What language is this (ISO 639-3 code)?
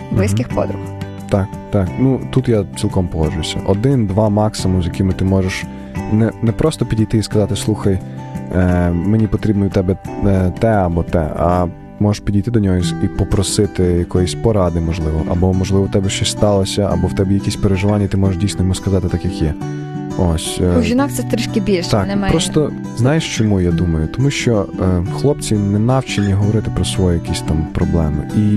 ukr